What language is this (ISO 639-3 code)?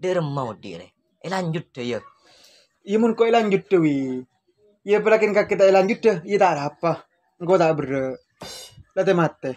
mad